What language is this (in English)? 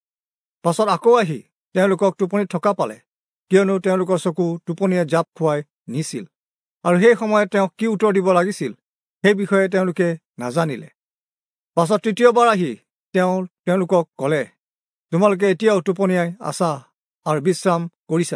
Assamese